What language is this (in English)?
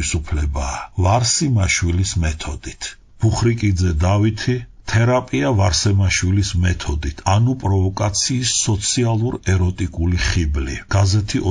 Georgian